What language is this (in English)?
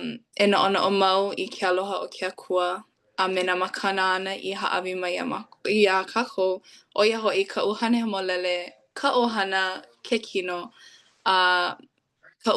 Hawaiian